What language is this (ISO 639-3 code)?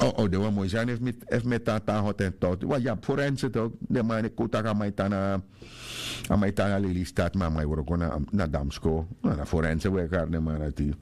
srn